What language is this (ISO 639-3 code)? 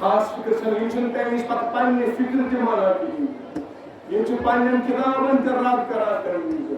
kas